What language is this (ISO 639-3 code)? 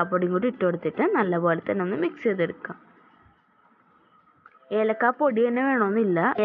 mal